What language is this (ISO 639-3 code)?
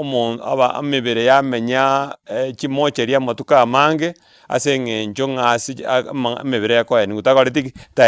guz